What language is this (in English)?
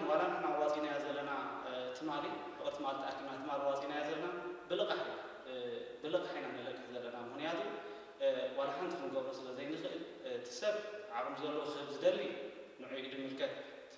Tigrinya